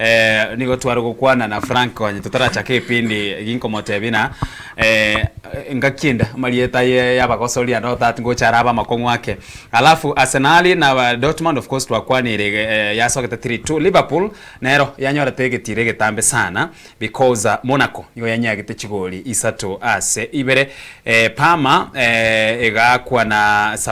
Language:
Gusii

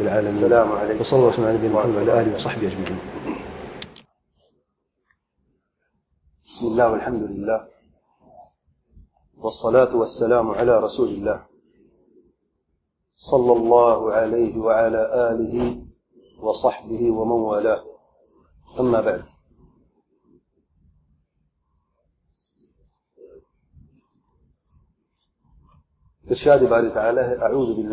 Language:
Urdu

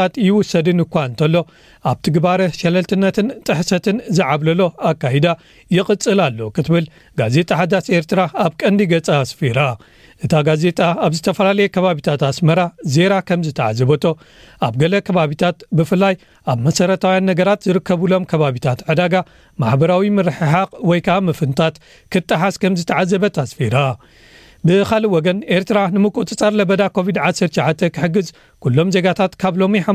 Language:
Tigrinya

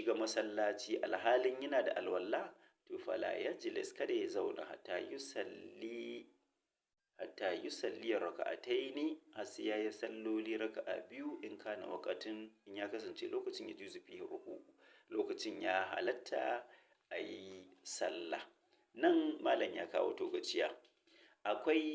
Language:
Hausa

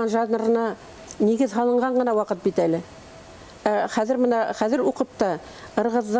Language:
Bashkir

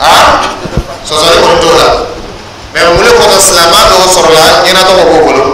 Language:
Dyula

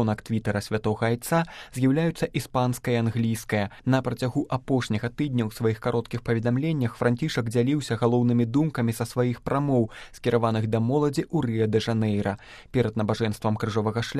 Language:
Belarusian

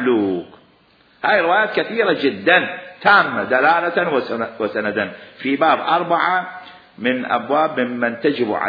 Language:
Mesopotamian Arabic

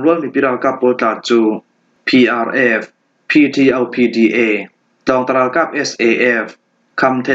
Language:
Falam Chin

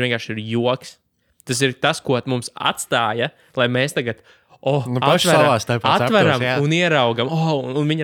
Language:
Latvian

